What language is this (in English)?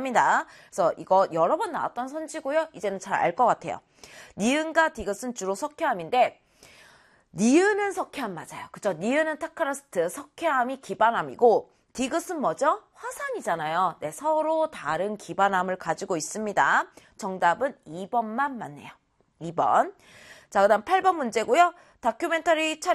Korean